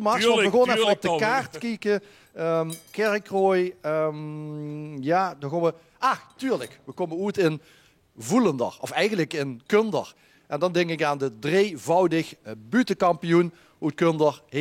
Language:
Limburgish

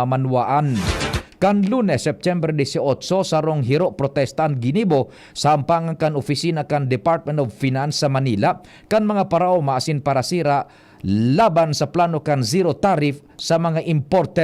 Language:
Bikol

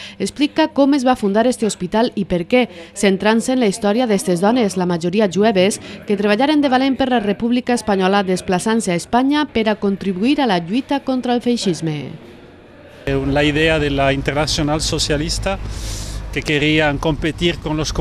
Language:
Catalan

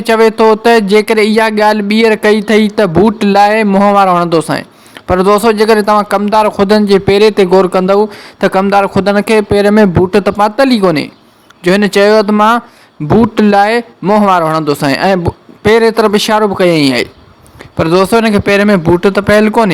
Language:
Sindhi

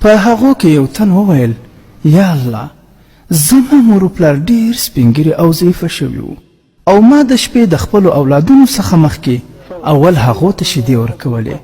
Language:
Pashto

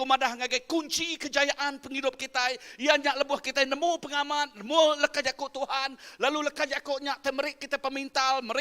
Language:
Iban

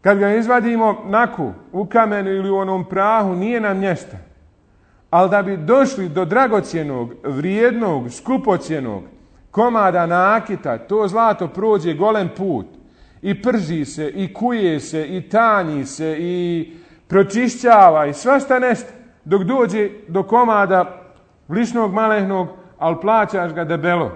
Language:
Bosnian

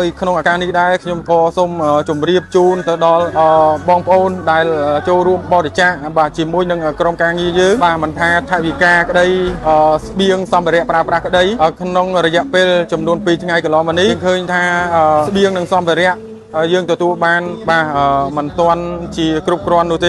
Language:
Khmer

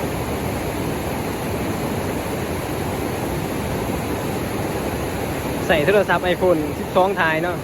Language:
Lao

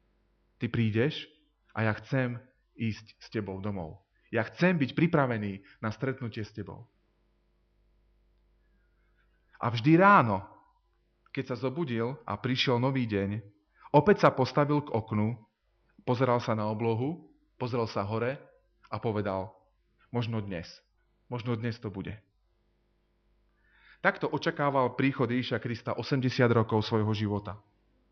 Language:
Slovak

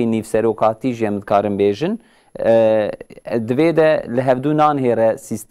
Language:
Kurdish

